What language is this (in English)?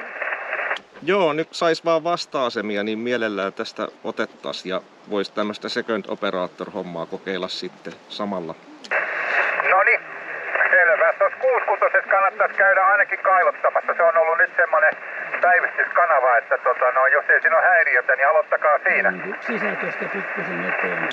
Finnish